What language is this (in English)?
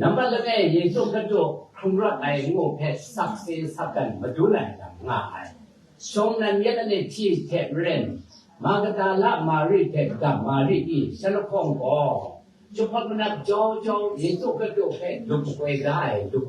Kachin